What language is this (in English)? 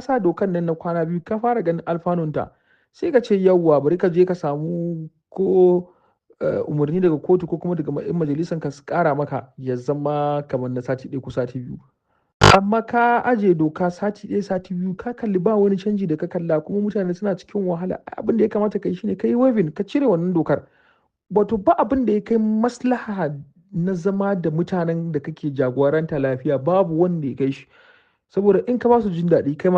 Hausa